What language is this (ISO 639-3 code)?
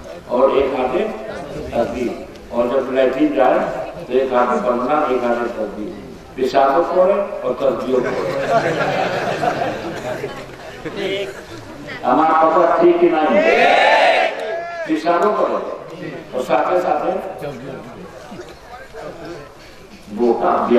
urd